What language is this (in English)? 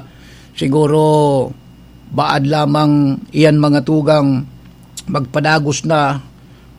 Bikol